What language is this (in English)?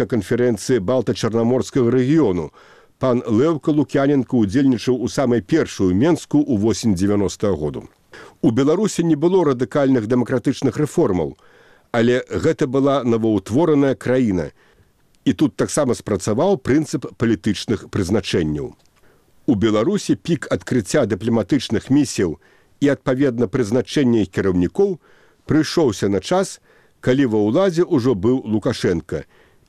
Belarusian